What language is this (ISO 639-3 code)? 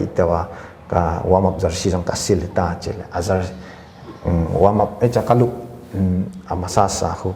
pck